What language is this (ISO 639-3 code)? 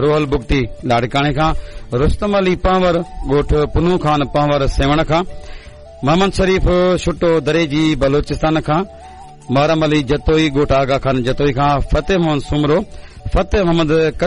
snd